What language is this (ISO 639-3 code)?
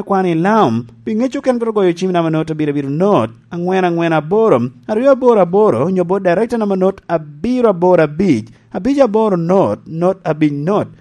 laj